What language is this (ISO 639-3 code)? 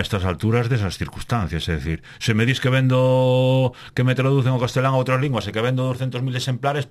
glg